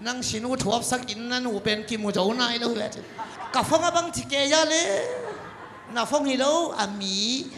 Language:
Tedim Chin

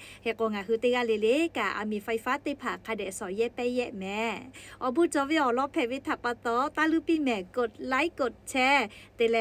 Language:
Lahu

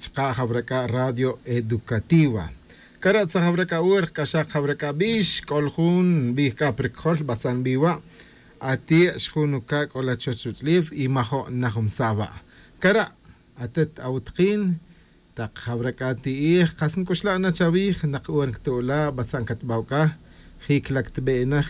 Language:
Tz'utujil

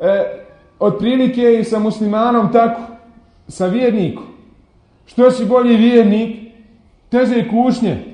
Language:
Bosnian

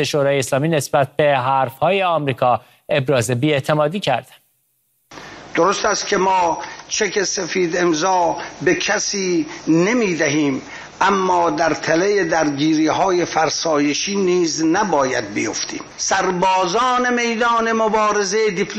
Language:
Persian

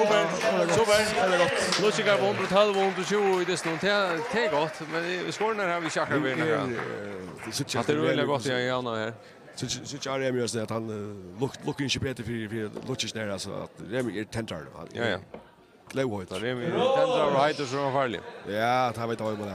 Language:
Faroese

